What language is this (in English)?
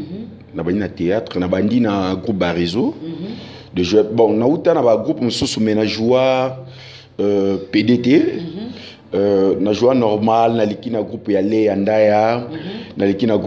Lingala